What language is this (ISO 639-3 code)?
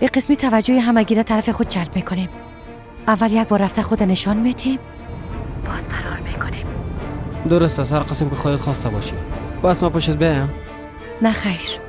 fas